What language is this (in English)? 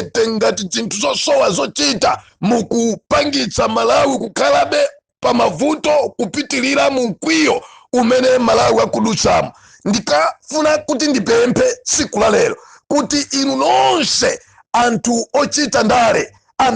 Nyanja